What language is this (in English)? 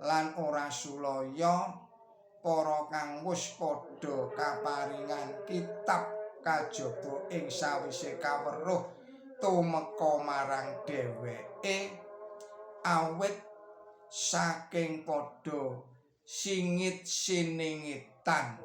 Javanese